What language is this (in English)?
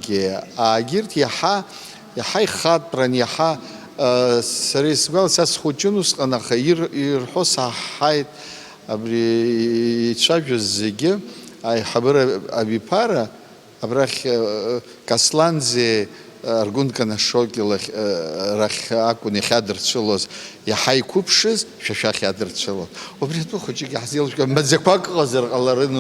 Abkhazian